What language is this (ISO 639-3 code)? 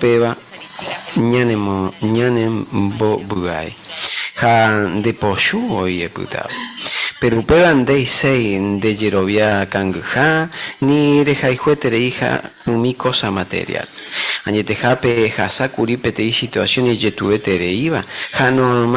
grn